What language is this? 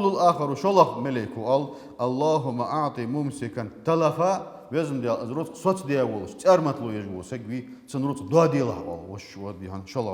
Ingush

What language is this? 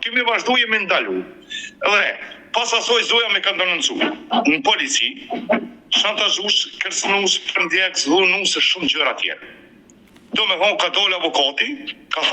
Albanian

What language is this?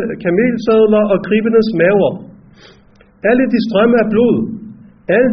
Danish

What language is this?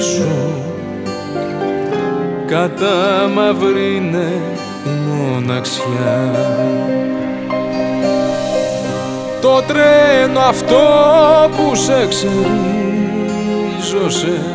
Greek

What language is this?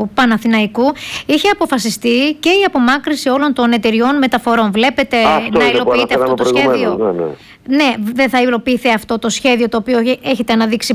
Greek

